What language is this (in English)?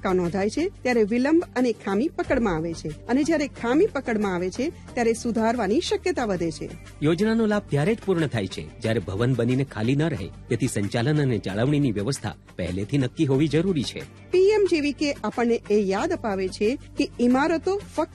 Gujarati